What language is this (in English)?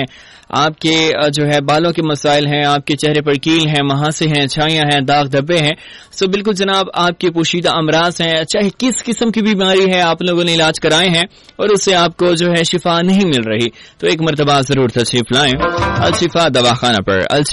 Urdu